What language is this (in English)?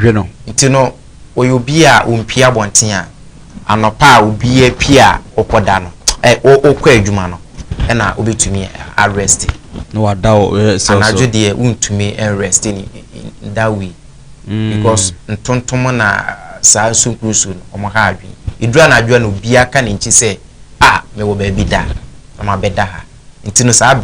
Akan